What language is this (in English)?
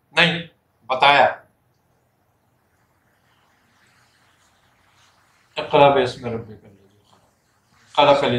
Urdu